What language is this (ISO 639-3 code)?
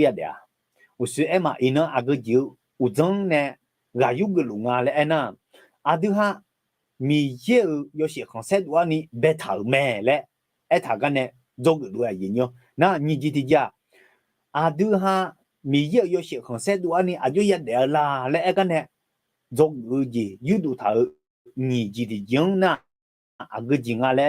ahk